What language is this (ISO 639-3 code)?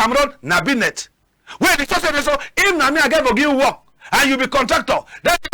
wes